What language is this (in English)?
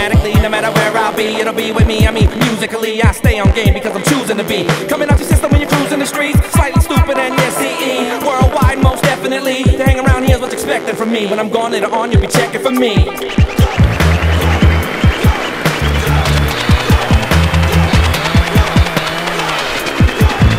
English